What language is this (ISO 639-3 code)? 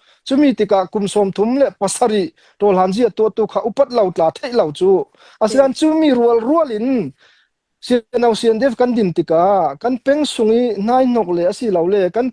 cnh